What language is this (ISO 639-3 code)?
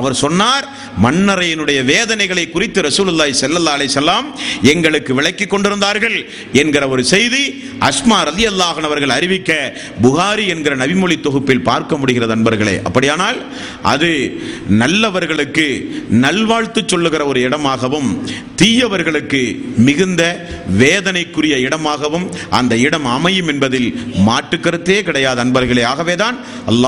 tam